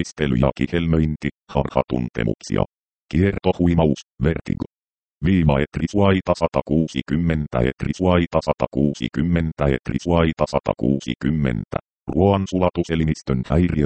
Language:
Finnish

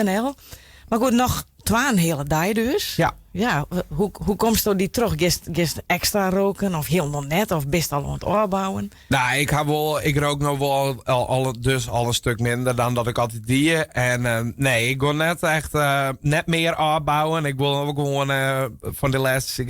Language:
Western Frisian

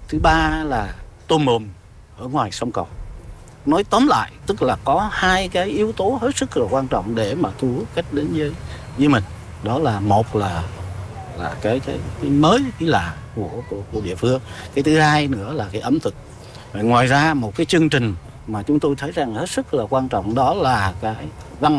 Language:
Vietnamese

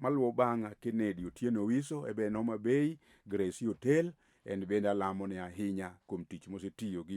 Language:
Luo (Kenya and Tanzania)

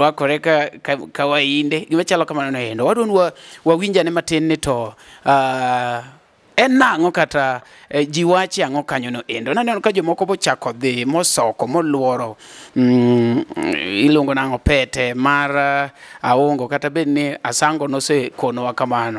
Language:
Luo (Kenya and Tanzania)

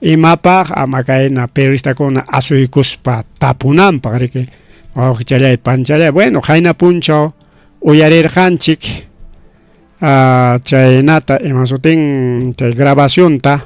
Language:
Ayacucho Quechua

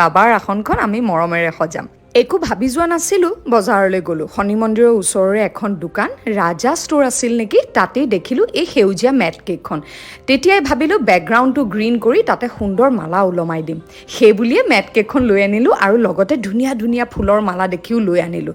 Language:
Assamese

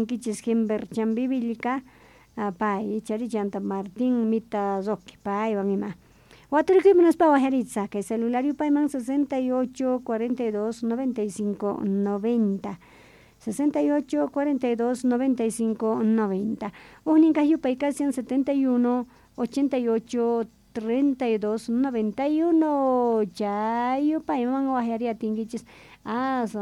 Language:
South Bolivian Quechua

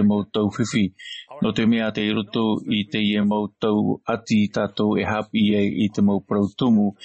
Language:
Tahitian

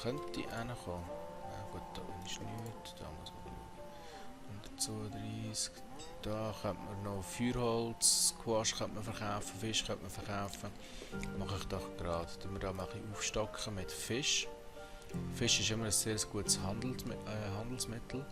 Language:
Swiss German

